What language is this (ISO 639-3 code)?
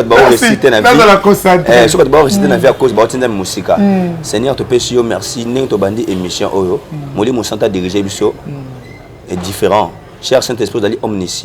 lin